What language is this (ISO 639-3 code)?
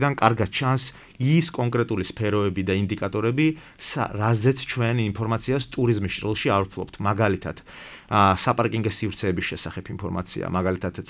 kat